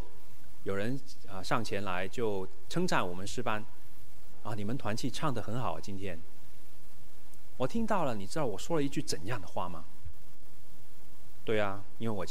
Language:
Chinese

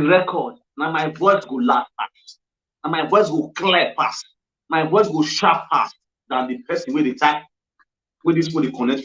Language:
Nigerian Pidgin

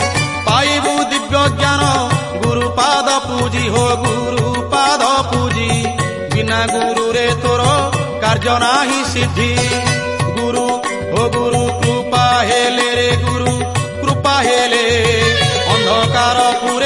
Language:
Odia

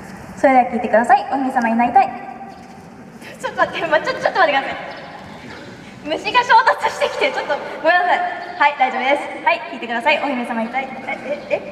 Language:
Japanese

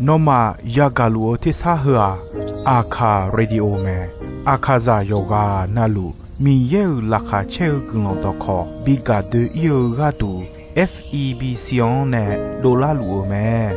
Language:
Akha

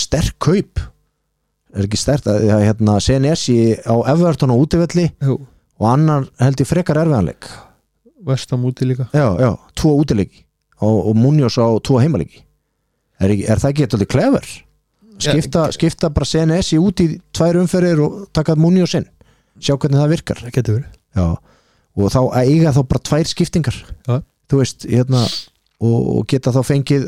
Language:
Icelandic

